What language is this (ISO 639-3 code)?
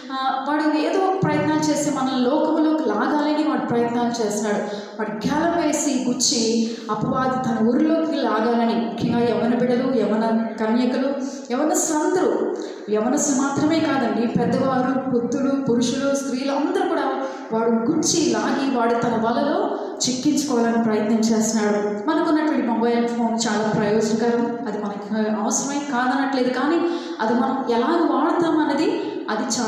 tel